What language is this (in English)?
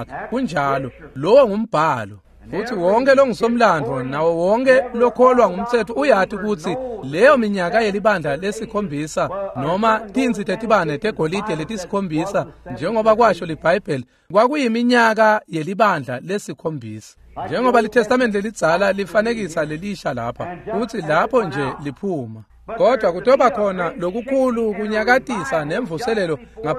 Swati